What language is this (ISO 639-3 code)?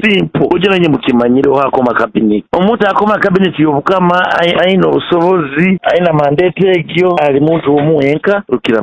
nyn